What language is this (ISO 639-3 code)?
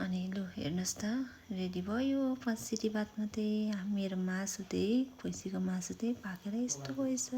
nep